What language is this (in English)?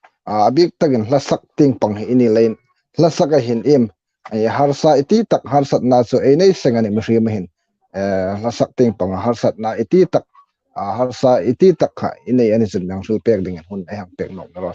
Hmar